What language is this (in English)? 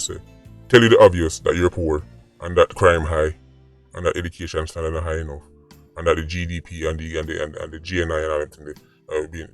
Jamaican Creole English